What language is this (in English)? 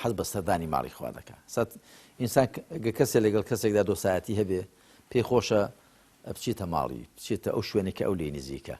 Central Kurdish